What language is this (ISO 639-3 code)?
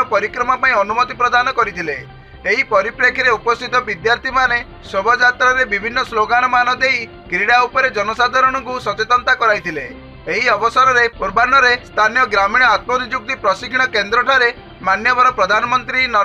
ori